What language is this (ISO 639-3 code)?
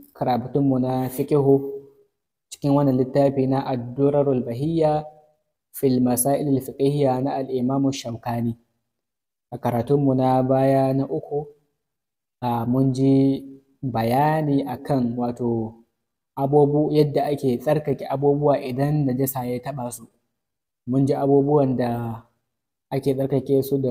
hau